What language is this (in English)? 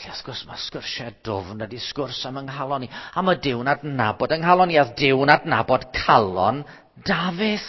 Welsh